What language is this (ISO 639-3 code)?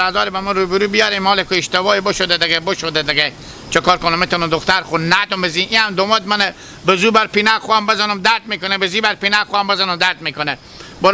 haz